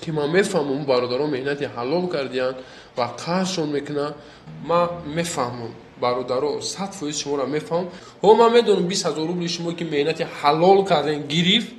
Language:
Tajik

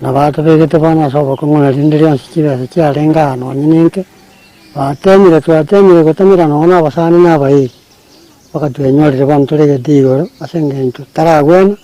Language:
Gusii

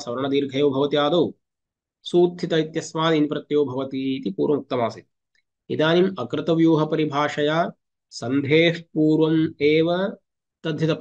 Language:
Sanskrit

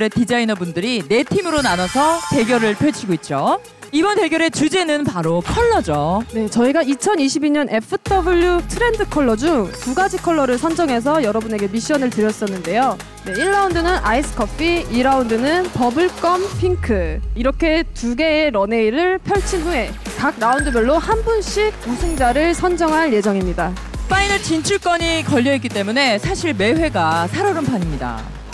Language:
Korean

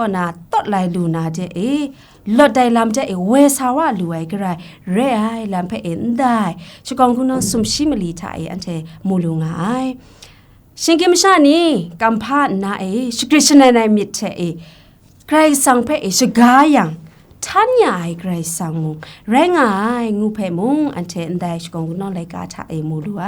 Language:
Kachin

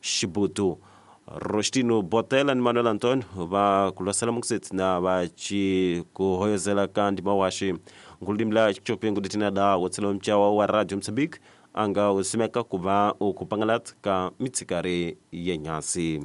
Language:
Tsonga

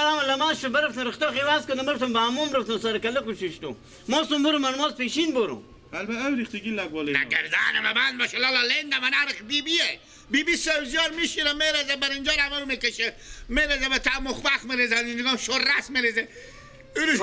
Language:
Persian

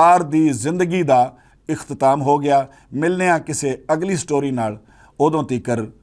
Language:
Western Panjabi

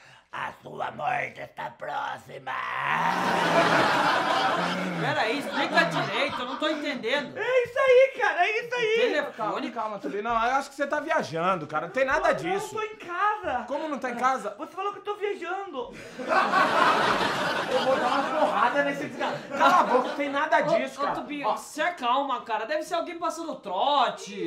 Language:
Portuguese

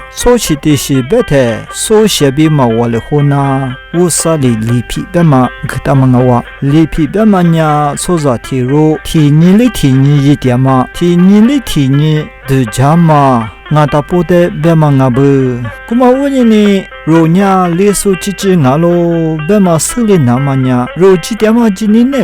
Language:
Lisu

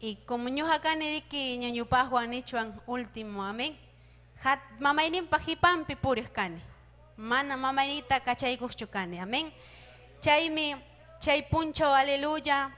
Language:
Ayacucho Quechua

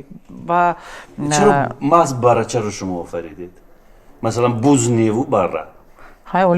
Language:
Tajik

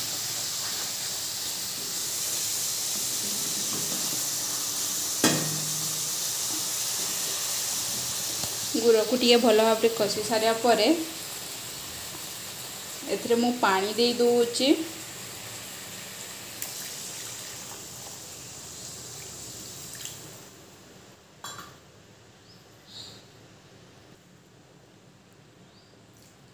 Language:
Odia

